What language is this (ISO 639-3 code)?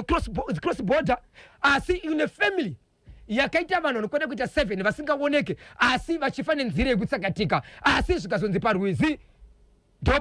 sna